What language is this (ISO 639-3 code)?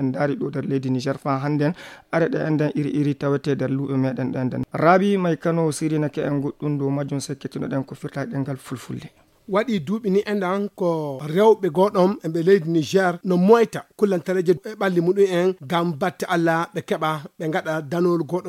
ful